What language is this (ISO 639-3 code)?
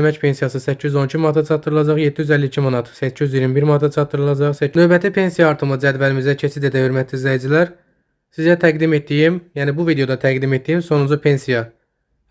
aze